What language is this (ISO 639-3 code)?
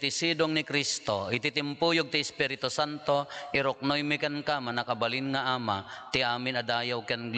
ilo